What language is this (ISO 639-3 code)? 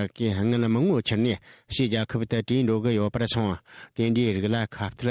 bod